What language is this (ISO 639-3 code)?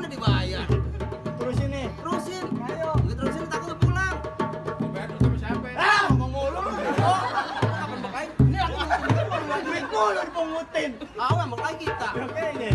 bew